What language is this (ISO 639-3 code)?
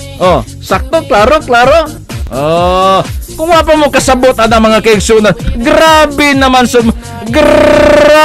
ceb